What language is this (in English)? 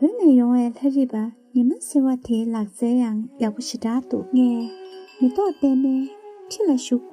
Tibetan